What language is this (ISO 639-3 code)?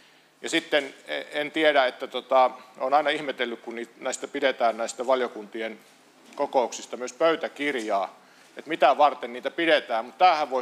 fin